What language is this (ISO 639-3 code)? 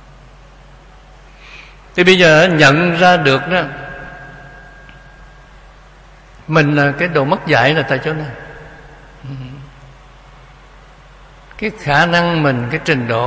vie